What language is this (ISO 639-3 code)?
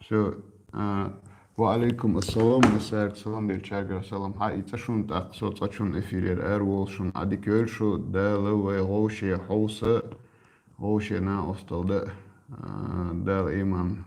che